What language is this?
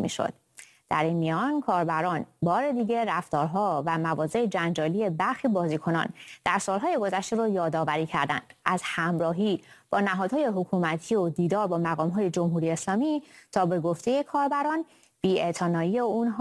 Persian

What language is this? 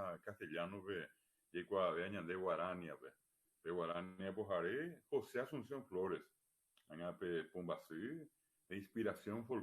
Guarani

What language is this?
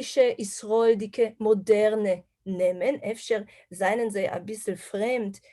Yiddish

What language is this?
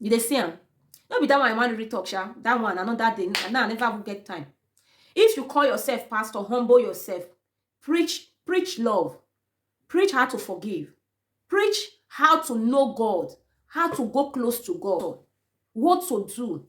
Nigerian Pidgin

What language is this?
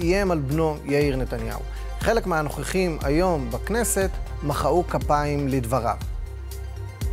Hebrew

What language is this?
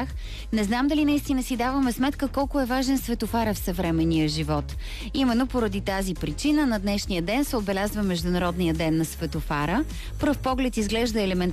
Bulgarian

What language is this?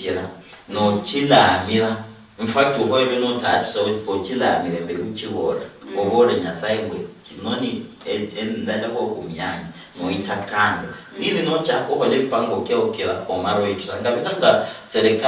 Luyia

